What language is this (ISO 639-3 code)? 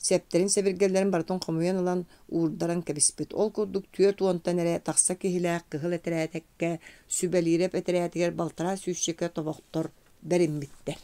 sah